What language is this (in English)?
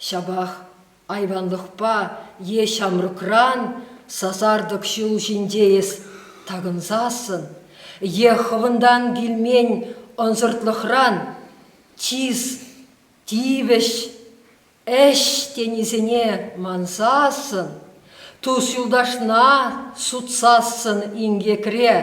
Chuvash